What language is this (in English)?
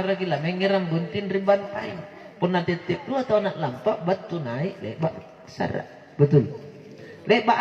Makasar